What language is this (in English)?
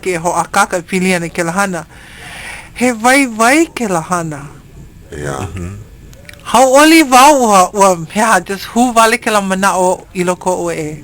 Hawaiian